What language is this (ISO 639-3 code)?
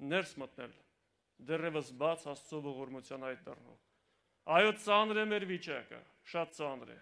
hye